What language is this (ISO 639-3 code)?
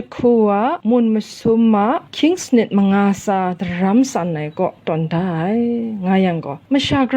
kac